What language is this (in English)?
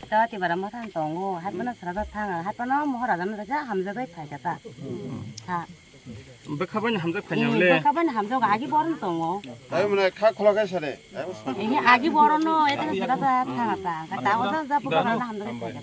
Kok Borok